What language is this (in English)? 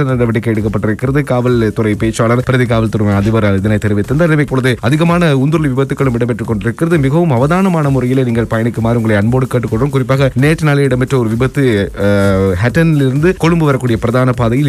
Tamil